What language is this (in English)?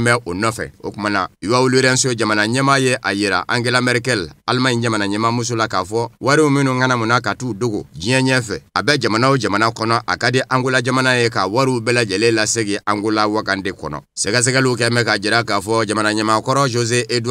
Bambara